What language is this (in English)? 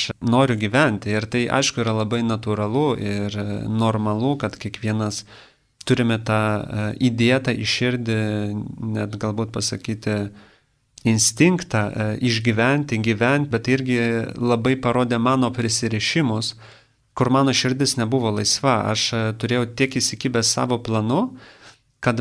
Lithuanian